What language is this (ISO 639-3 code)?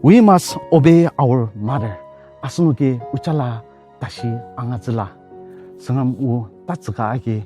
njo